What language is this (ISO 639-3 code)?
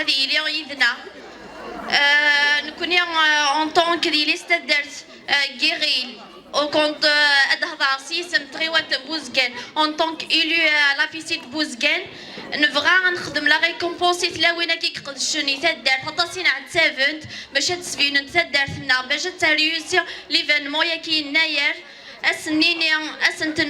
kab